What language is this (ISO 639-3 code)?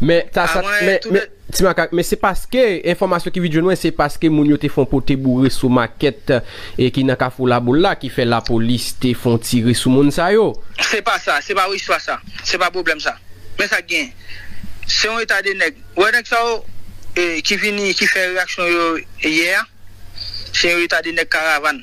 hat